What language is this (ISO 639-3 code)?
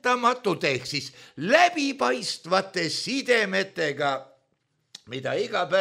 est